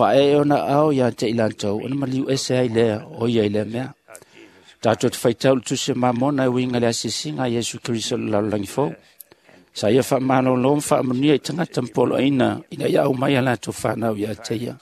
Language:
Samoan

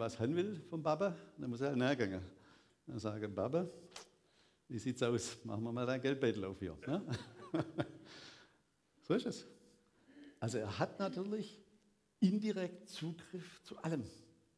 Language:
German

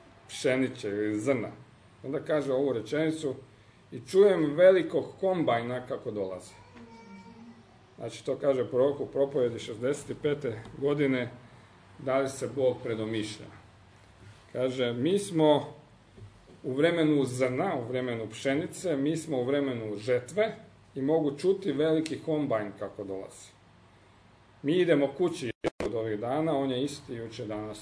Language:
Croatian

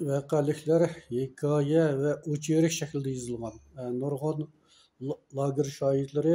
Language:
Uyghur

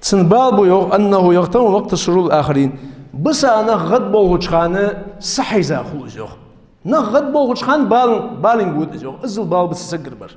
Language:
Ingush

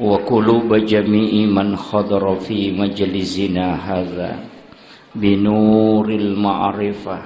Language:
Buginese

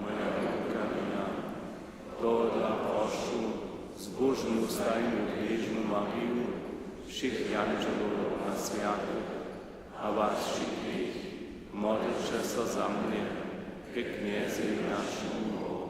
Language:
Upper Sorbian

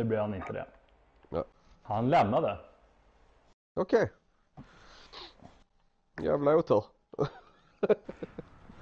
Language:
Swedish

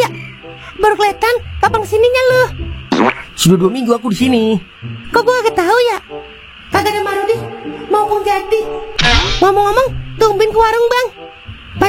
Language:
Betawi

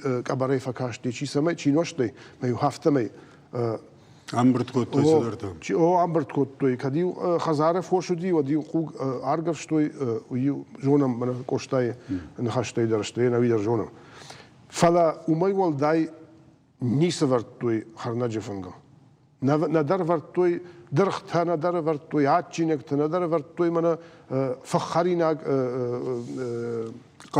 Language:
Ossetic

